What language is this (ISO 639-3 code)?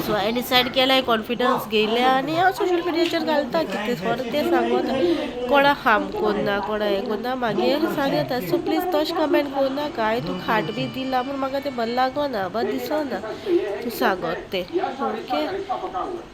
kok